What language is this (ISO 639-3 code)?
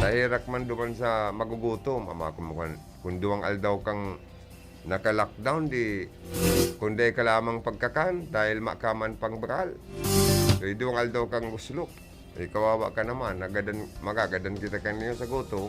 bik